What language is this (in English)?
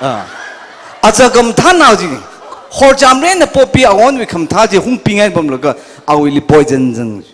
Tangkhul Naga (India)